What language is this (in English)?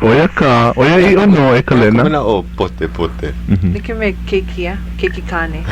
Hawaiian